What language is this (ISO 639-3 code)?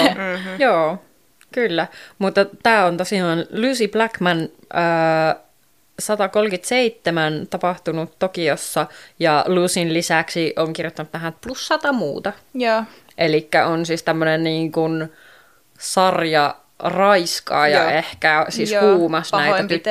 fin